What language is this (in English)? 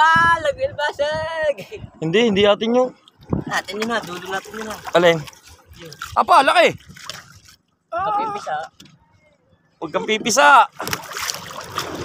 Filipino